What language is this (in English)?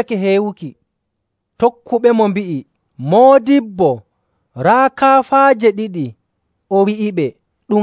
Nigerian Fulfulde